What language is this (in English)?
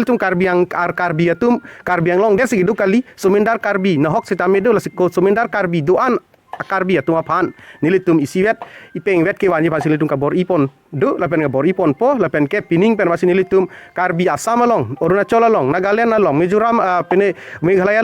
Karbi